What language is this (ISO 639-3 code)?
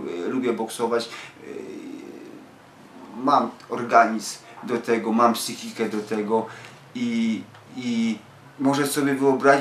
pol